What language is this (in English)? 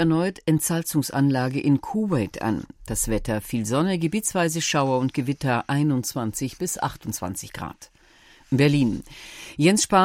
German